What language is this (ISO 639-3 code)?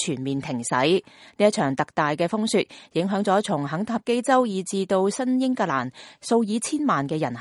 yue